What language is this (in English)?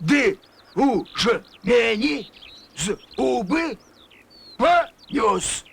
Belarusian